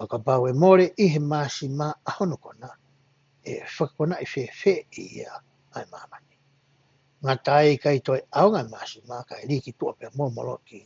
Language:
Tongan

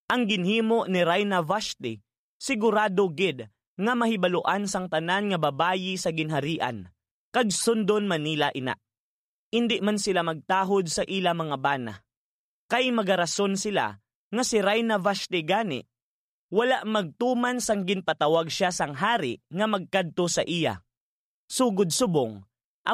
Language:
Hiligaynon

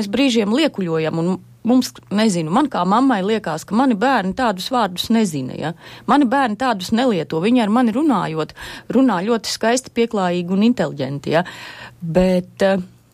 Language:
Latvian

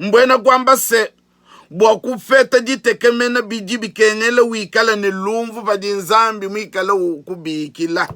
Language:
Luba-Lulua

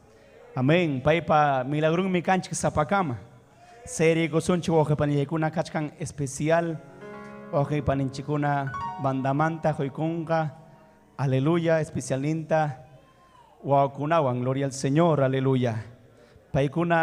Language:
Ayacucho Quechua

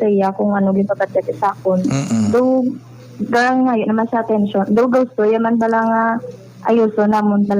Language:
Hiligaynon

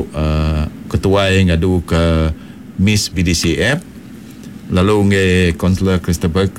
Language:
Iban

